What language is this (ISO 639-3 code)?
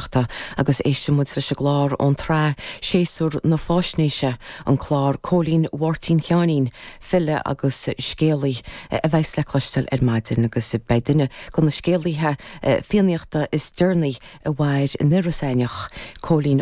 gle